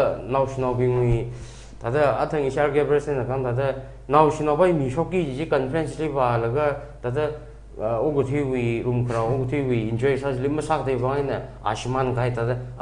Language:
Tangkhul Naga (India)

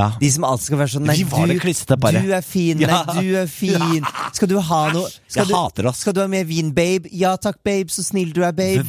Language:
Norwegian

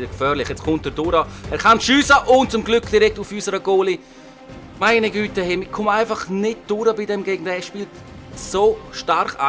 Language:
Swiss German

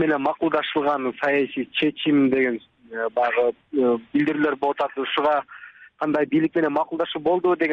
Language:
Kyrgyz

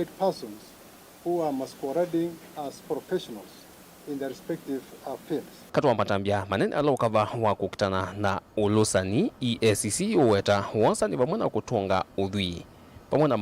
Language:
Kamba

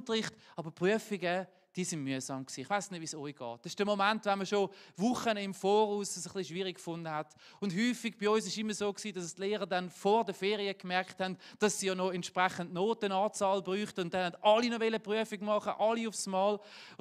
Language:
Swiss German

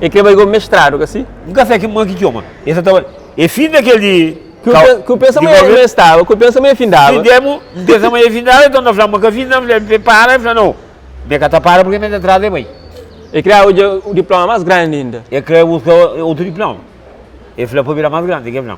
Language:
Kabuverdianu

